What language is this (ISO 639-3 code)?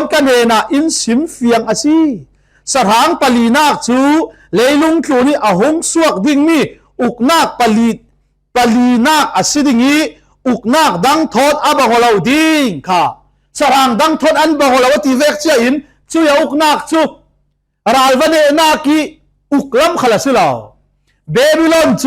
cfm